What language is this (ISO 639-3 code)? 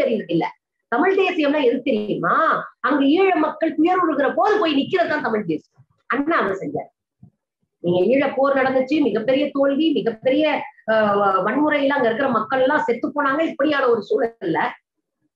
tam